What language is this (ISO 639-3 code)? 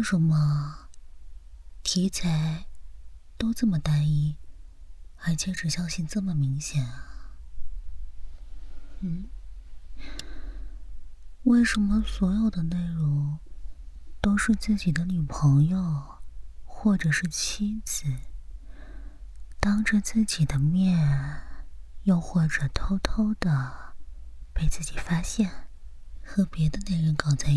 zho